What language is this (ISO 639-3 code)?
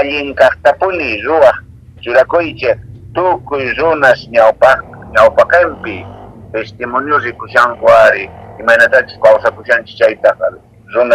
que